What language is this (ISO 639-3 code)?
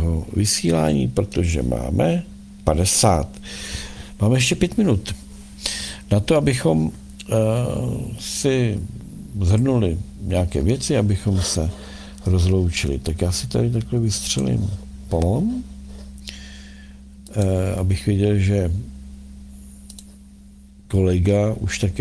ces